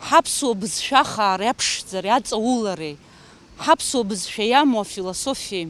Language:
Abkhazian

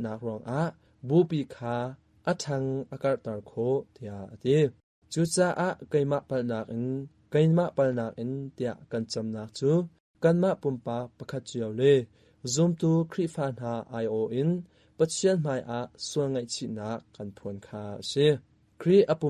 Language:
Hakha Chin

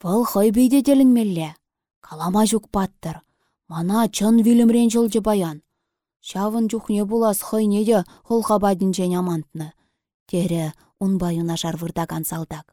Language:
Chuvash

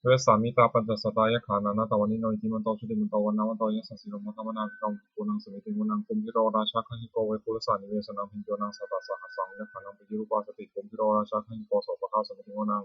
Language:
Pali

